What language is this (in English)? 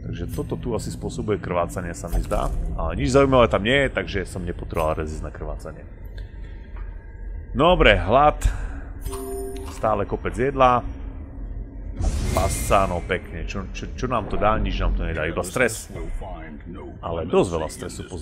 Slovak